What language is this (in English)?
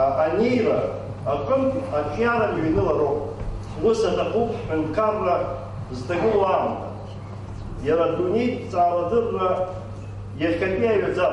Abkhazian